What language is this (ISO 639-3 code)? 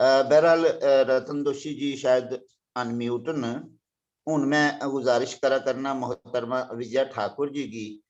doi